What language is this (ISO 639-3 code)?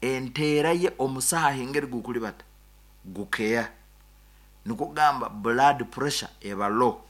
nyn